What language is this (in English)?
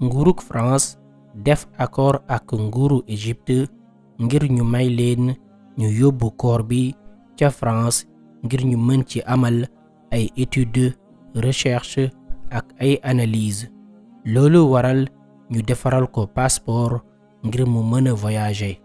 Wolof